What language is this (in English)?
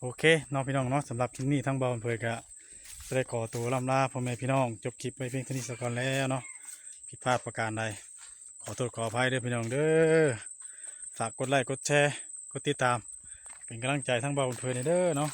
Northeastern Thai